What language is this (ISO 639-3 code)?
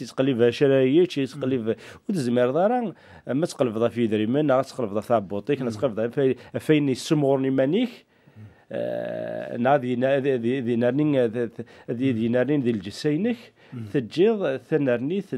kab